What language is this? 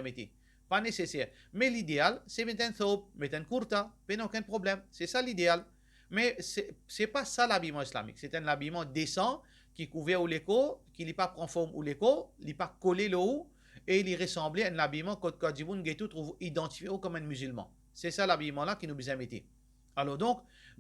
Morisyen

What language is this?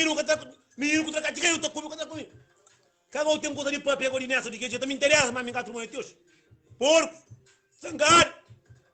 Kabuverdianu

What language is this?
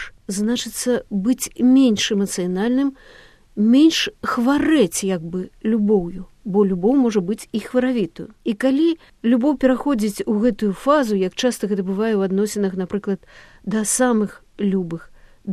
Belarusian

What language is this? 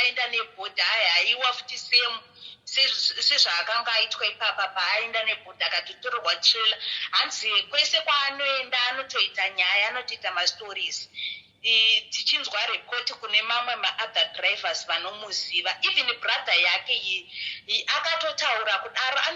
Shona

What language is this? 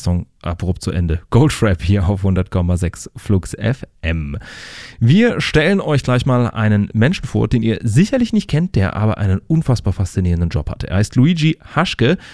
German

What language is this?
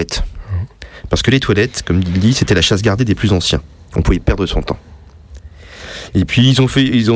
French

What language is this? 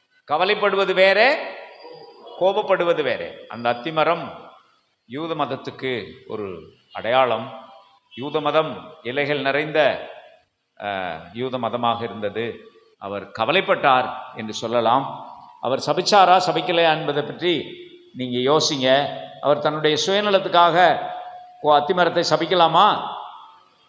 Tamil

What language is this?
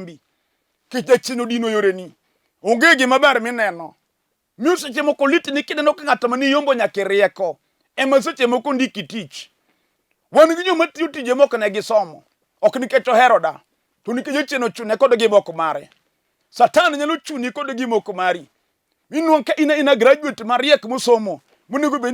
Luo (Kenya and Tanzania)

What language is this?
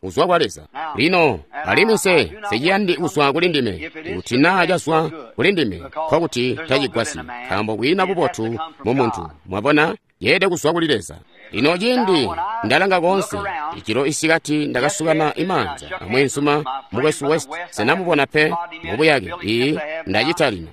Tonga (Zambia)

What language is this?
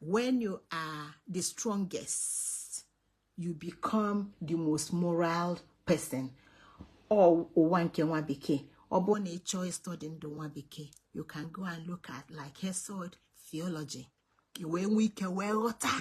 Igbo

